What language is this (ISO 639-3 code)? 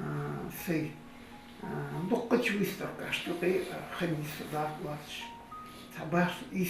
inh